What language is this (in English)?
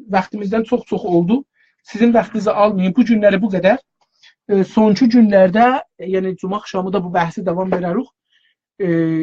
South Azerbaijani